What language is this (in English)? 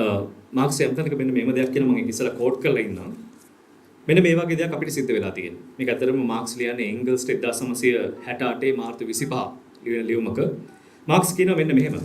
Sinhala